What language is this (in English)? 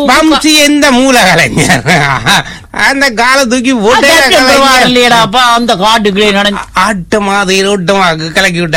Tamil